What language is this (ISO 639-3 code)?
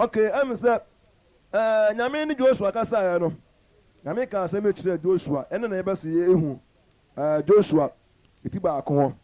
aka